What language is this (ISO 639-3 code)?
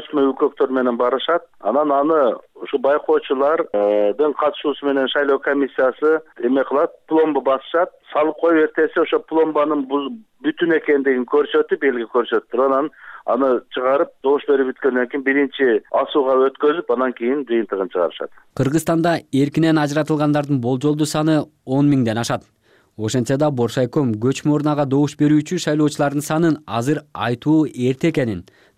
kir